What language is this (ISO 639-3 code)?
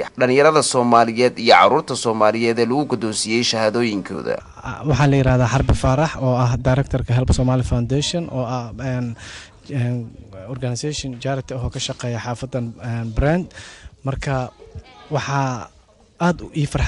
som